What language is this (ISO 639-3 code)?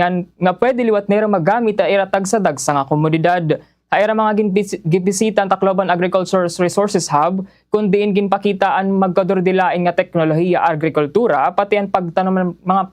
war